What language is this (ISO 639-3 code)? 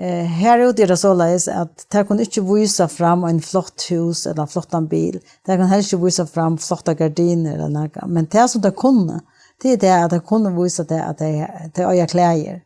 fao